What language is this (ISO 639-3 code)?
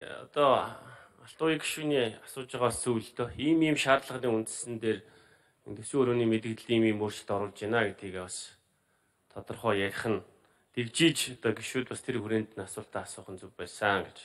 mon